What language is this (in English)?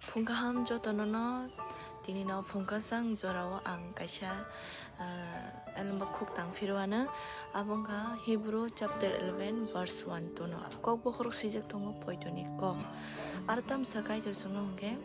Kok Borok